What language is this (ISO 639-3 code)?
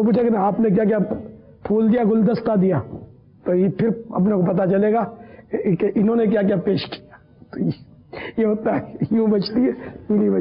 urd